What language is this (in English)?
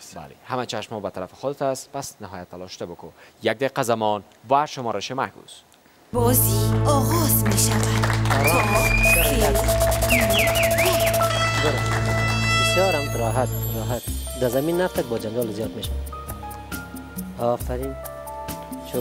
Persian